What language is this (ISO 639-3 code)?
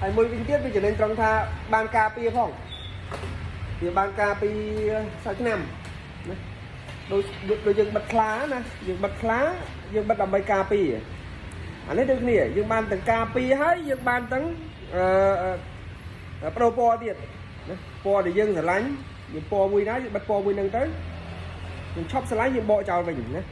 khm